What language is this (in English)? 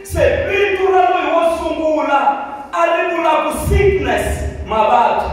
Tsonga